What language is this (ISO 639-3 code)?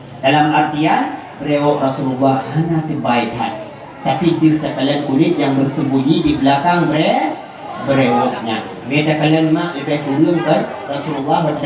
ace